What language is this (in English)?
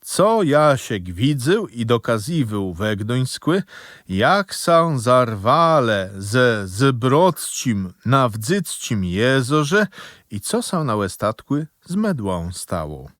Kashubian